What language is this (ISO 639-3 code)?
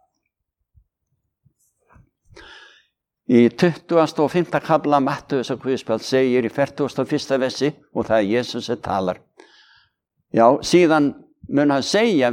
isl